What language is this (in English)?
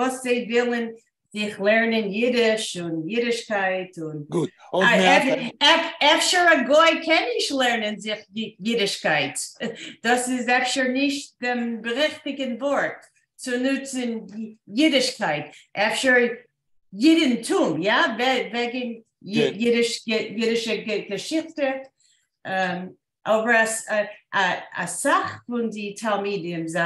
Yiddish